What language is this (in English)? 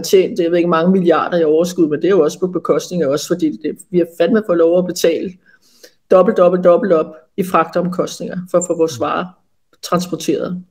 Danish